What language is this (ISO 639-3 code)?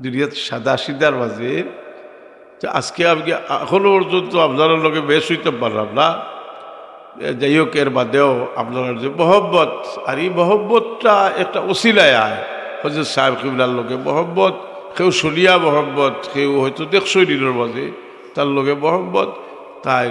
syl